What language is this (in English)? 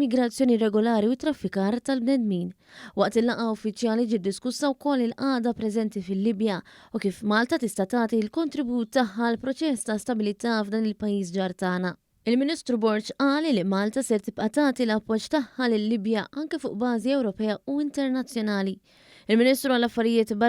Maltese